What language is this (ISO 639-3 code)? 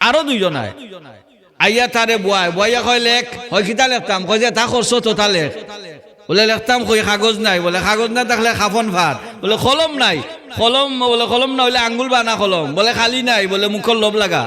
syl